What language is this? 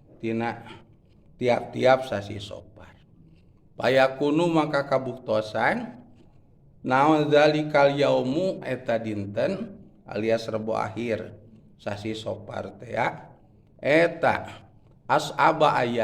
Sundanese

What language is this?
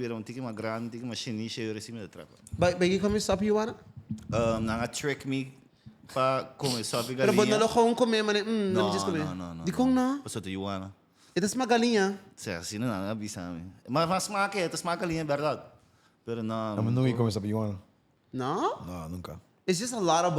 Papiamento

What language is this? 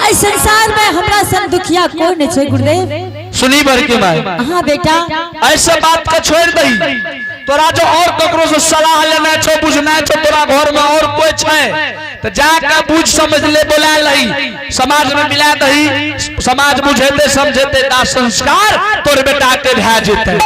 Angika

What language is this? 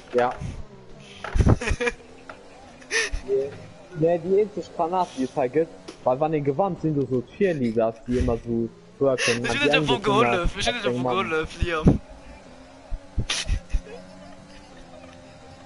German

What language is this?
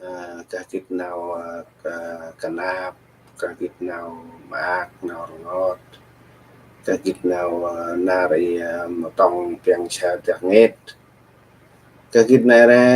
Central Mnong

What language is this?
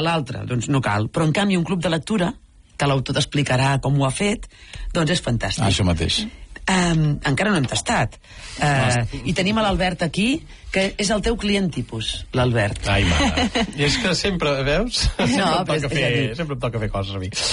Catalan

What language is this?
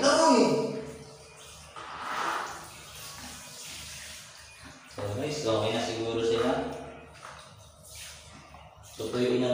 Filipino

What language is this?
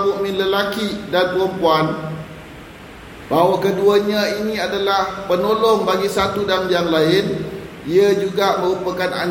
Malay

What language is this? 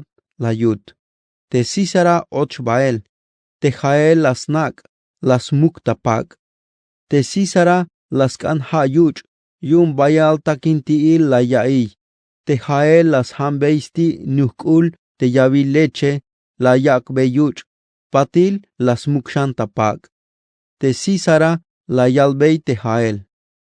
Tzeltal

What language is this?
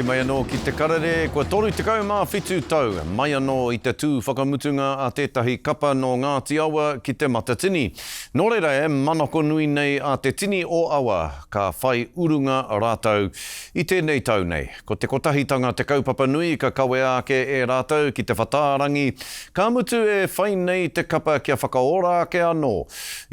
Māori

